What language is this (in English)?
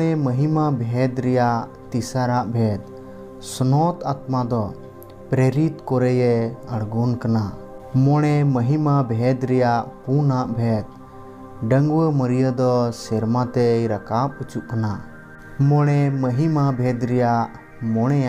Santali